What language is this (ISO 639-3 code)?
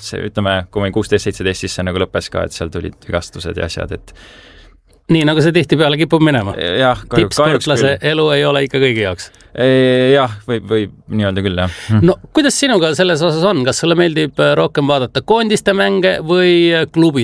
est